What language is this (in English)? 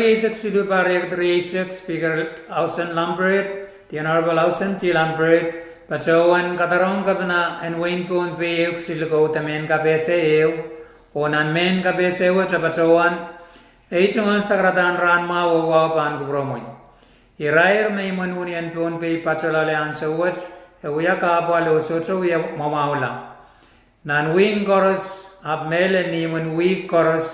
Pohnpeian